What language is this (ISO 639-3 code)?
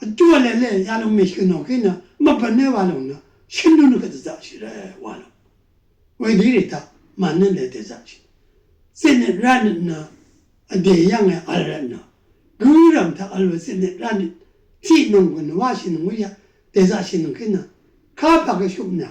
raw